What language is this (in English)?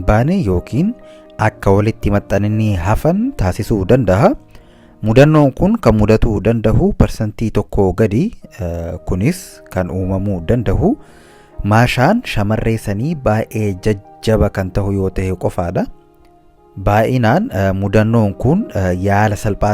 Oromo